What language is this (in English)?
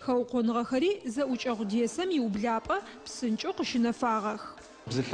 Adyghe